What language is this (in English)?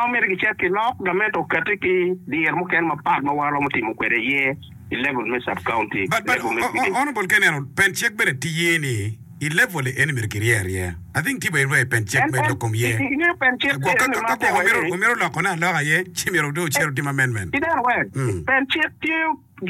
Acoli